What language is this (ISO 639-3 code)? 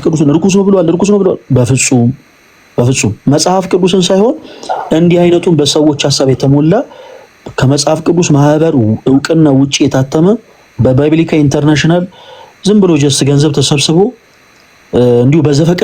amh